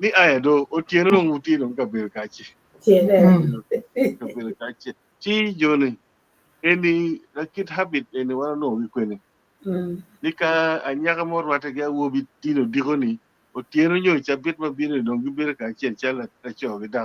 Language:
Acoli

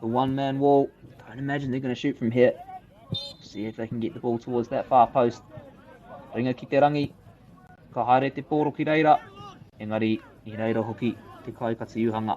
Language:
Māori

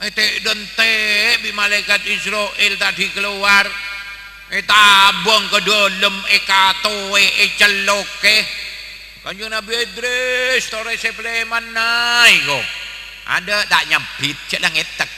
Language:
Madurese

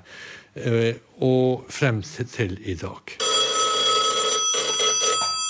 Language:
Norwegian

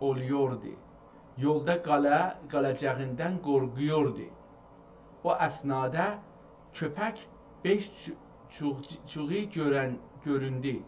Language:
South Azerbaijani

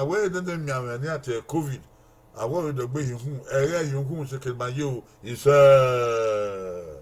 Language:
Bini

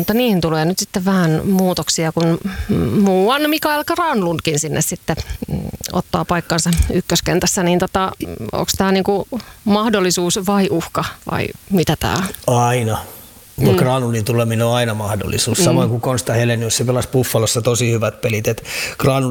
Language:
Finnish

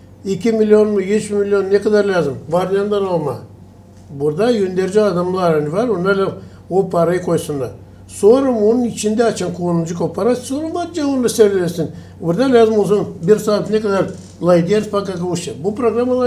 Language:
Gagauz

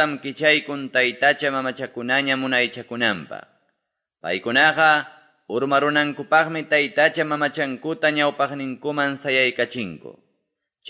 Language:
Quechua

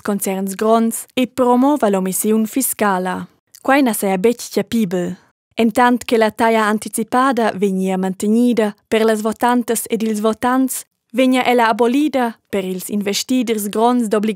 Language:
Romansh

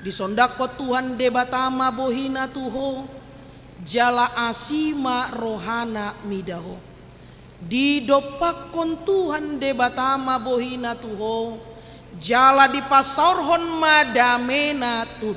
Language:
Batak Toba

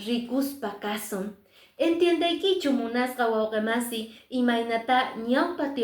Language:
Quechua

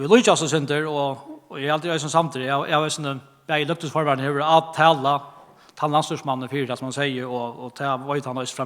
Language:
Faroese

